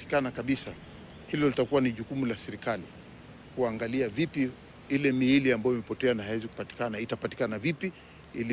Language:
Swahili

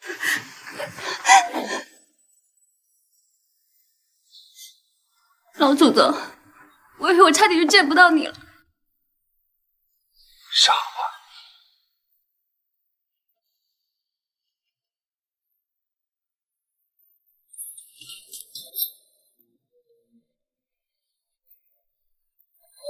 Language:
Chinese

